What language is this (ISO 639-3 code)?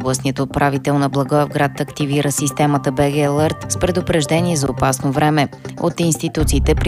bul